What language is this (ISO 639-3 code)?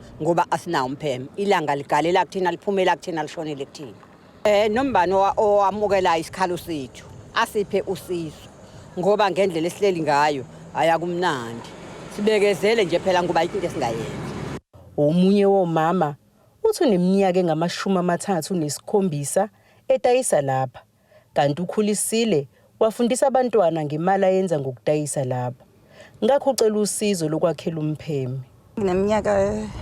zul